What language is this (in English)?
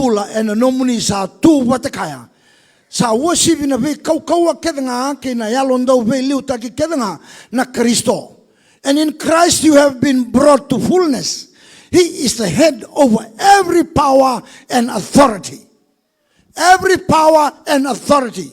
Fijian